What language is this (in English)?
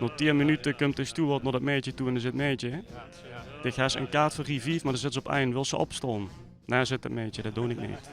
Limburgish